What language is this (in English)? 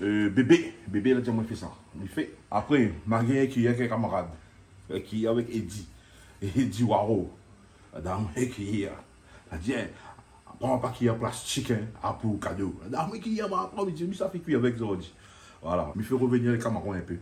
Réunion Creole French